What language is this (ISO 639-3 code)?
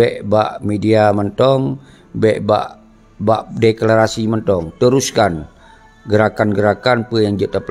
ace